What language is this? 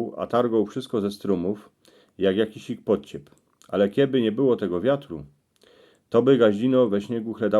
Silesian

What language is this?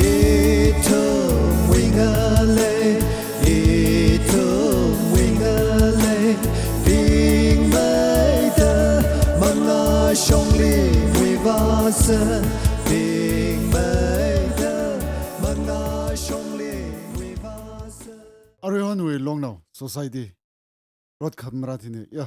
Tangkhul Naga (India)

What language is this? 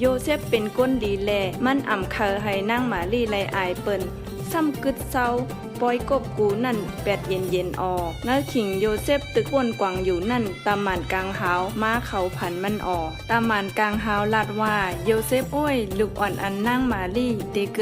Shan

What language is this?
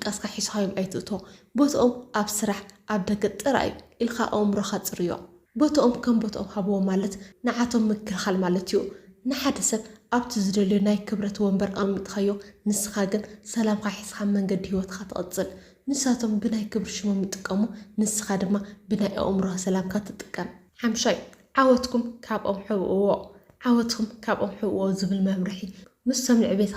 Tigrinya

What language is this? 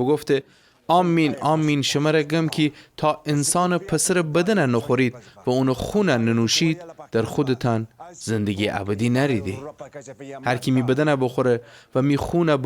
Gilaki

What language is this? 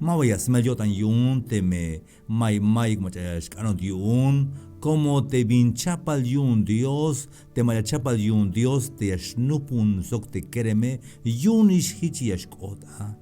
Tzeltal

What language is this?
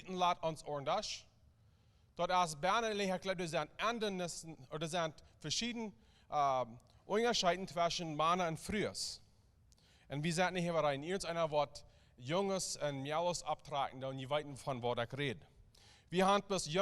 Plautdietsch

